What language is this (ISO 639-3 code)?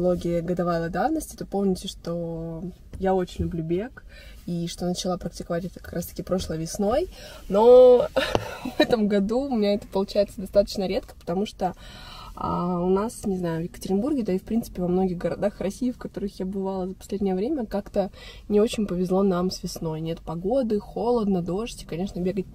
rus